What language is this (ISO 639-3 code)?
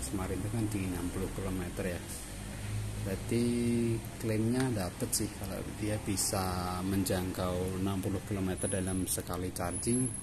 ind